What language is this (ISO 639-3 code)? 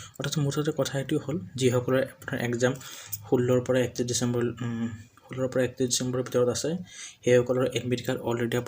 asm